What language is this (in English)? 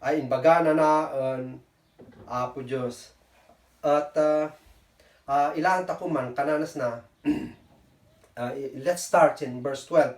Kankanaey